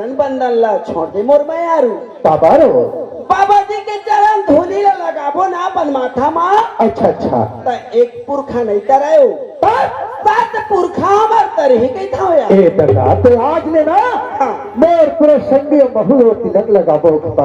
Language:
Chhattisgarhi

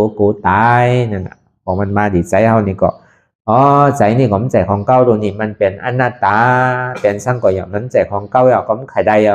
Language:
Shan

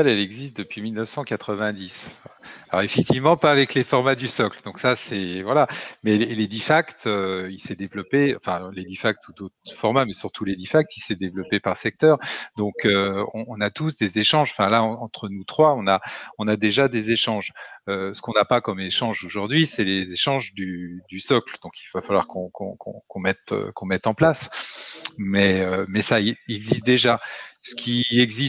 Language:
French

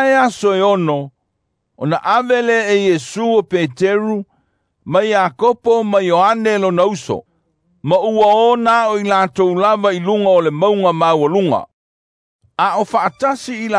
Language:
Samoan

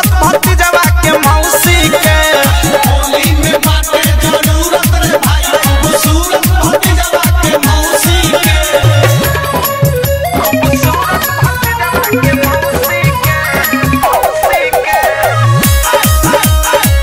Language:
Bhojpuri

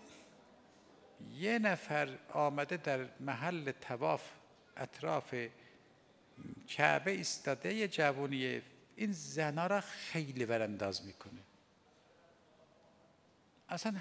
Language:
Persian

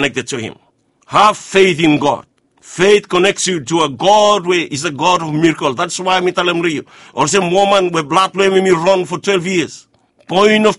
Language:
Bislama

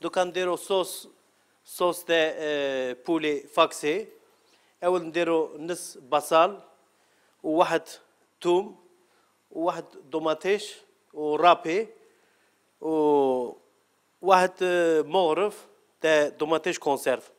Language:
Algerian Arabic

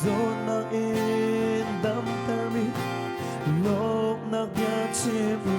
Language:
Hakha Chin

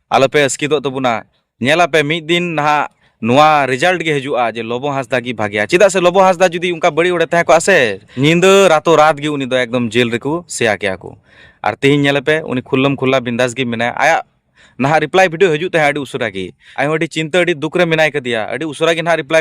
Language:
Santali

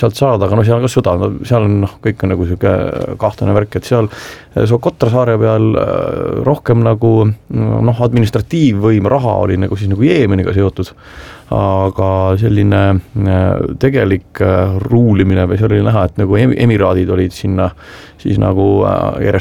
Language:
Estonian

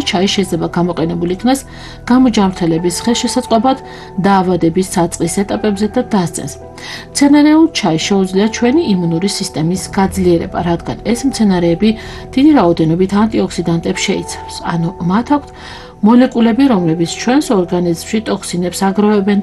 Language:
Georgian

